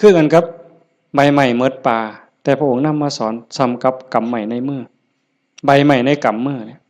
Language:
Northeastern Thai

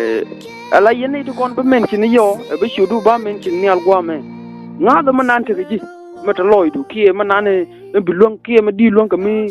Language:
Nuer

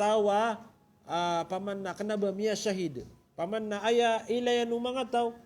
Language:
Maranao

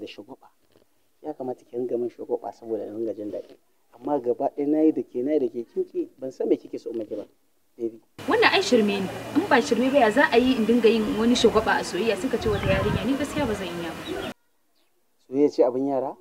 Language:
Hausa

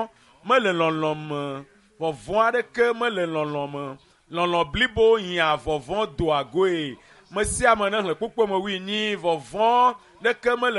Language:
Ewe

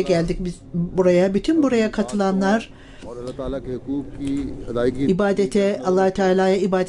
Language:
Turkish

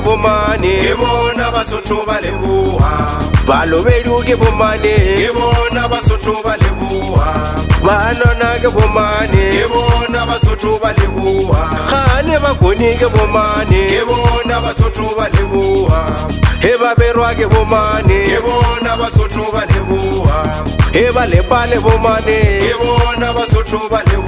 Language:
Northern Sotho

